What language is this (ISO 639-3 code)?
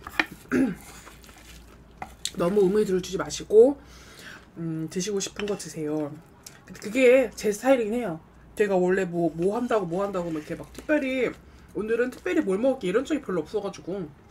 kor